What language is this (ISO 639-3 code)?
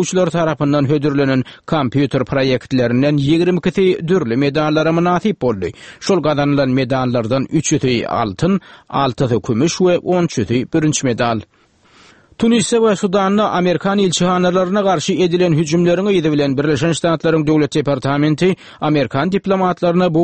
tuk